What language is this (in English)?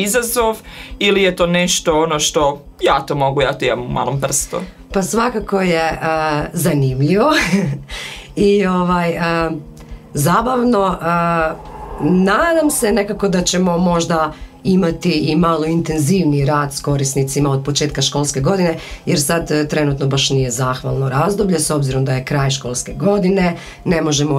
Croatian